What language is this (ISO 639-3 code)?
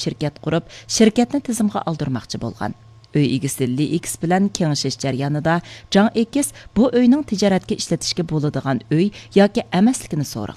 uig